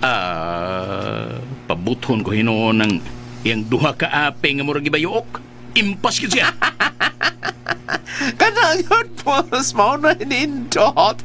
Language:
Cebuano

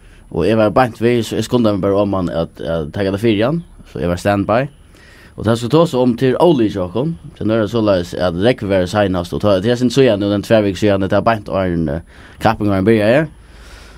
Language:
Faroese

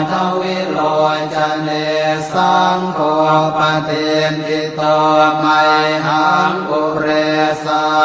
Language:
Pali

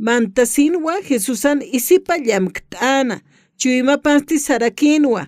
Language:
Aymara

